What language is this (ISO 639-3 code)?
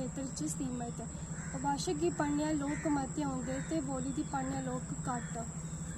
doi